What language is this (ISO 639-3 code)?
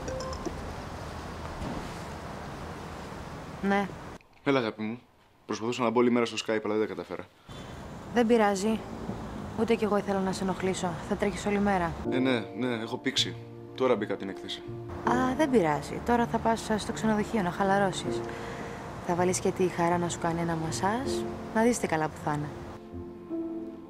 ell